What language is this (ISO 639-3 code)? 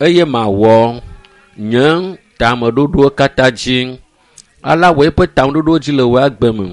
ewe